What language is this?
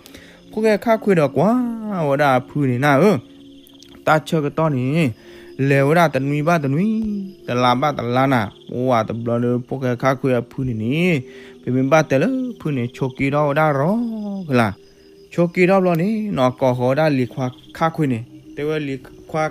S'gaw Karen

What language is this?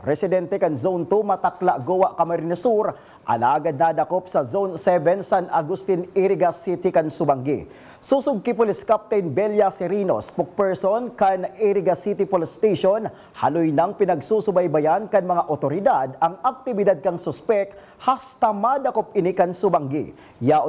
Bikol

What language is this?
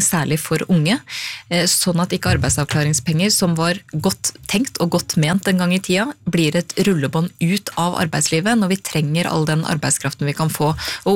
Norwegian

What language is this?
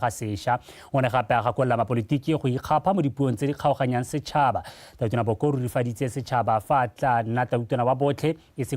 Tswana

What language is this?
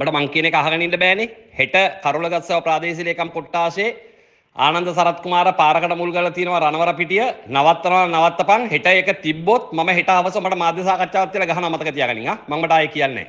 Sinhala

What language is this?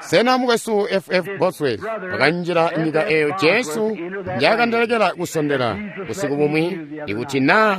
Tonga (Zambia)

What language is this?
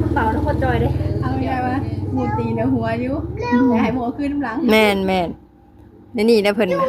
Northeastern Thai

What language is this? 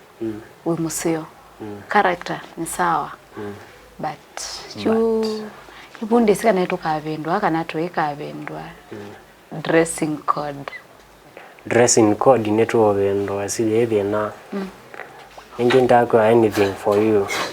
Kamba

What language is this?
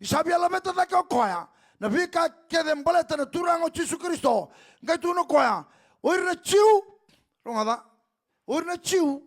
Fijian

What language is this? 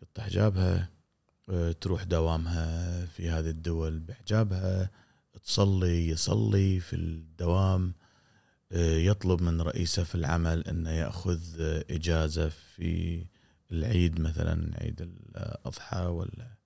Gulf Arabic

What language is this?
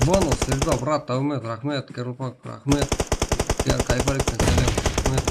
Kara-Kalpak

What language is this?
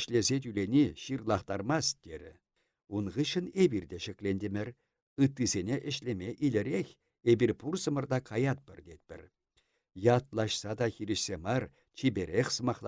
Chuvash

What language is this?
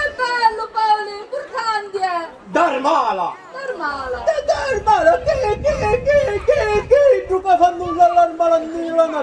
Sicilian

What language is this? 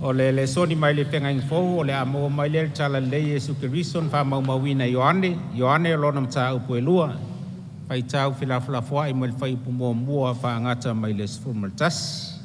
Samoan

